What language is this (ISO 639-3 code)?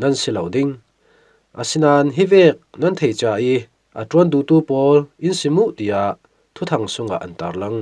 cfm